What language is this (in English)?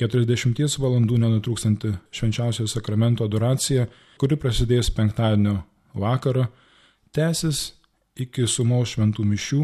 Lithuanian